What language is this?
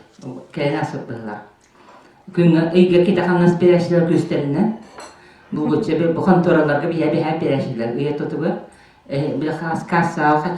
Yakut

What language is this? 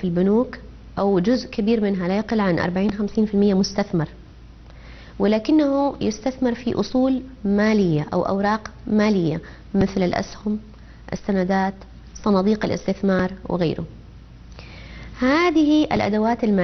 Arabic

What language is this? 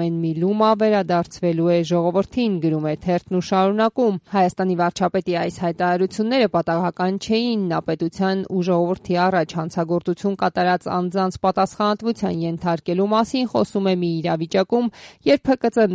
Armenian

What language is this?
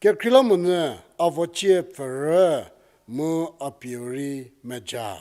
Angami Naga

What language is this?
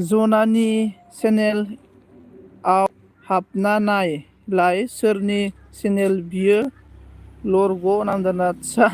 Bodo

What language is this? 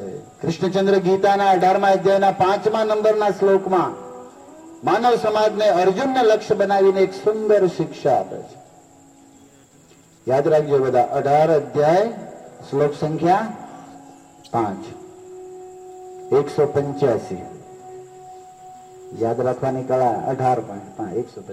Gujarati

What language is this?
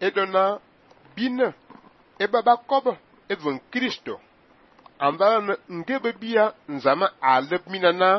Fang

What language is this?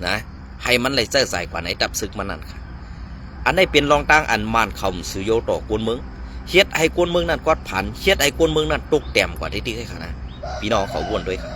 Shan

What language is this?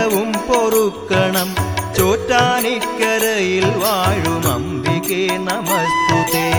Malayalam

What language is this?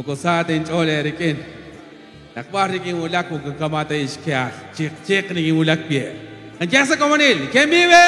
Kekchí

